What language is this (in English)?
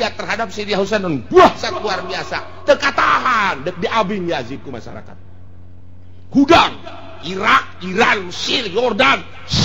Sundanese